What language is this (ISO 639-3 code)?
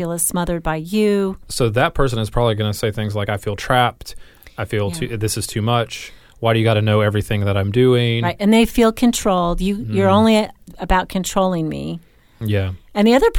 eng